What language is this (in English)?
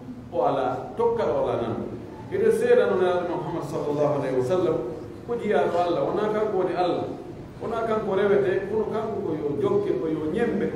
Pular